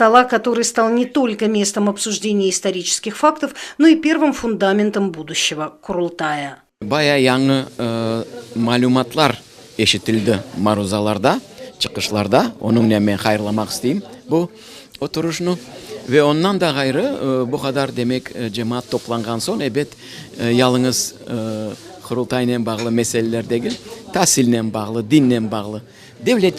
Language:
Crimean Tatar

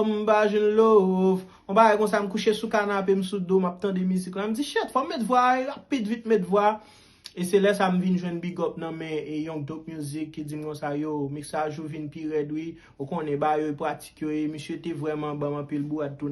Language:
Haitian Creole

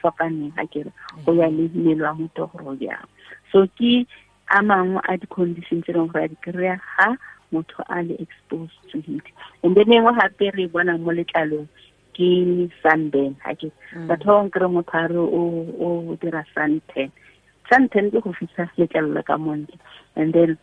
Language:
Tswana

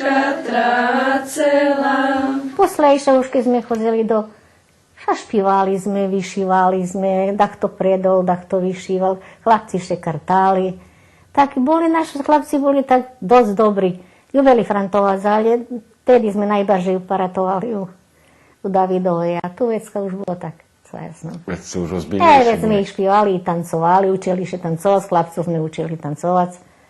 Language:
Rusyn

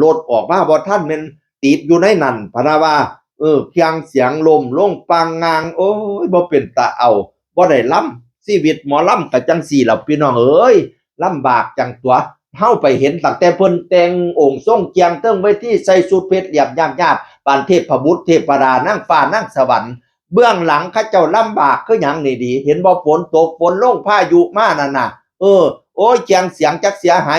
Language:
Northeastern Thai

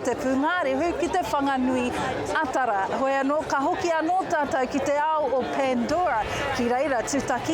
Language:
Māori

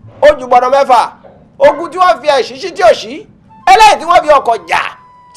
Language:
Yoruba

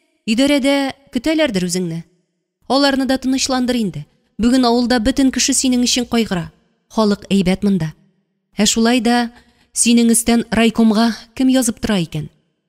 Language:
Tatar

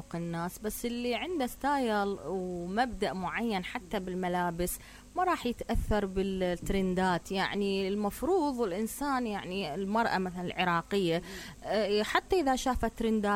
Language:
Mesopotamian Arabic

